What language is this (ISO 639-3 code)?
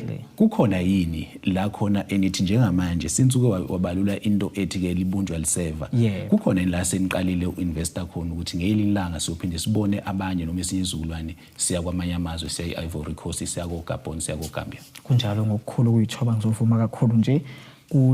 zul